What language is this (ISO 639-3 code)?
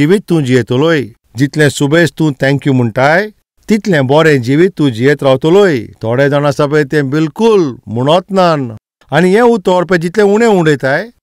kok